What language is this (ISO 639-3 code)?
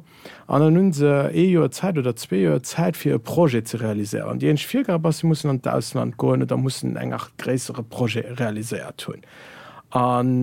ltz